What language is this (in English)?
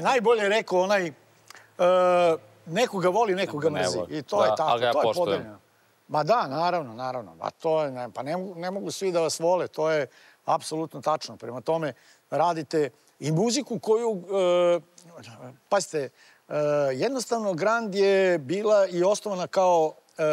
Serbian